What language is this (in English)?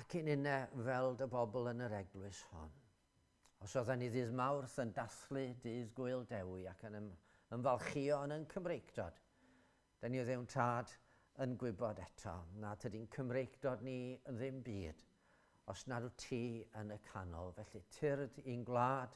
Welsh